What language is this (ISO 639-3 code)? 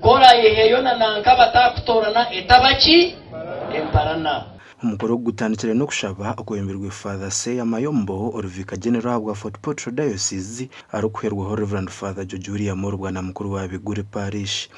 nyn